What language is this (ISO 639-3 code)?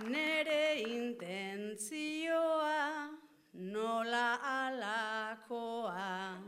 eus